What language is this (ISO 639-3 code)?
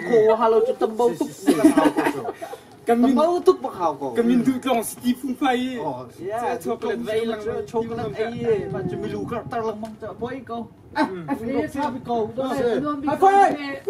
cnh